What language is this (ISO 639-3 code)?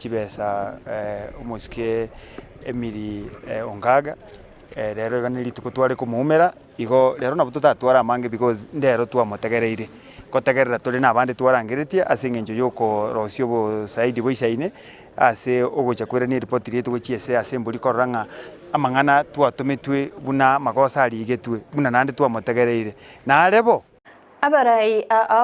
guz